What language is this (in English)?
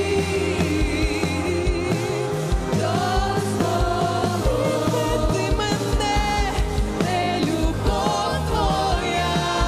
Ukrainian